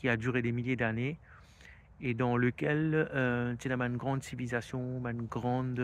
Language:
Morisyen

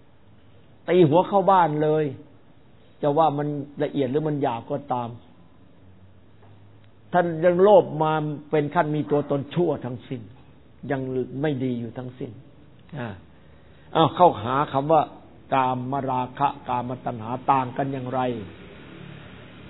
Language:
Thai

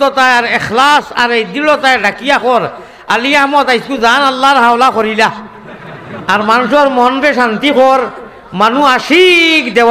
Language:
Sylheti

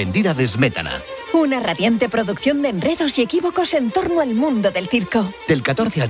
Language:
Spanish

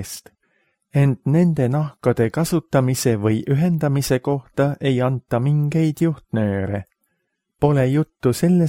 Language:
Estonian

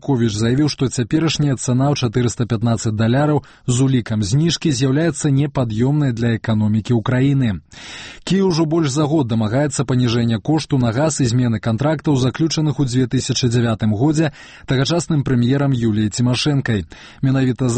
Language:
Belarusian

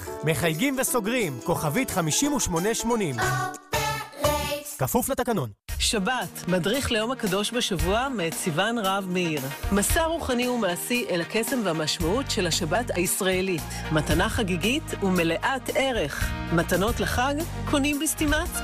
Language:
Hebrew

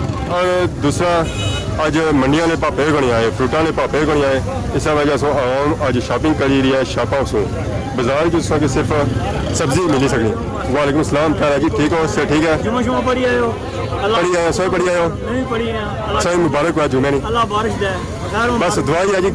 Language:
Pahari-Potwari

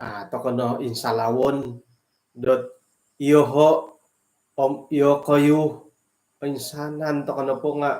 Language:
Central Dusun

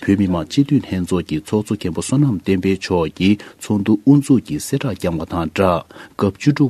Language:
Tibetan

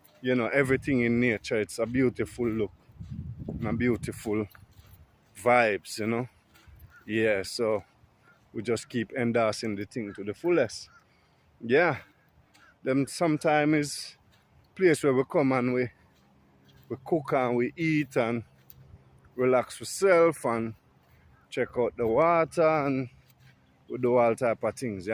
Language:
Jamaican Creole English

